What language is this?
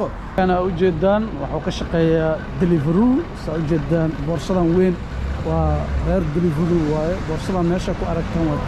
Somali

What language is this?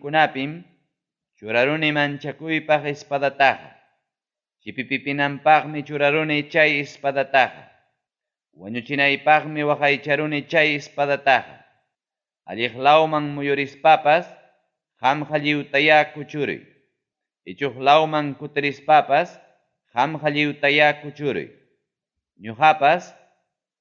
Ayacucho Quechua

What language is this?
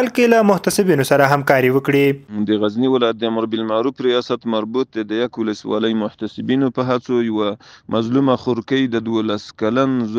Pashto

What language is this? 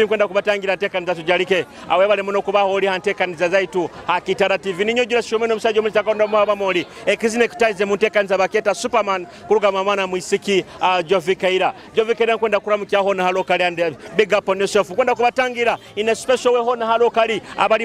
Nyoro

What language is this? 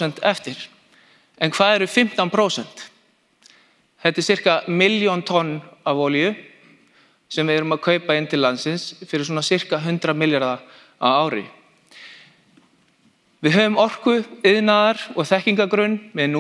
Icelandic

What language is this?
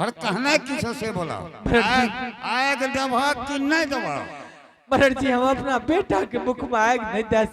Angika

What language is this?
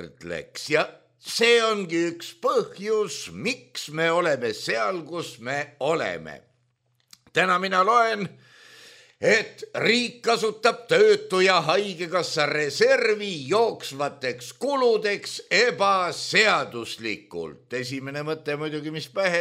Estonian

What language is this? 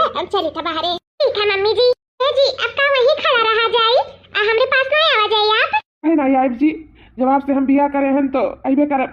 Awadhi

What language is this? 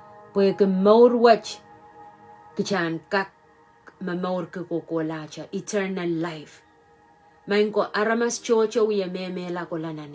Pohnpeian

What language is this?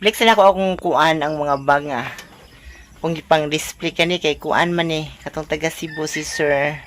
Cebuano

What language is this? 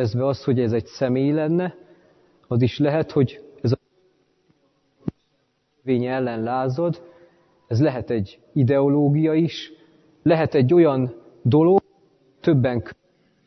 Hungarian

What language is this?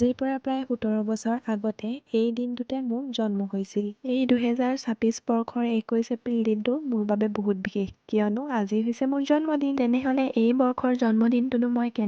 Assamese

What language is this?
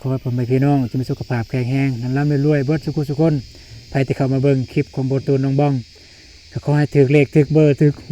Lao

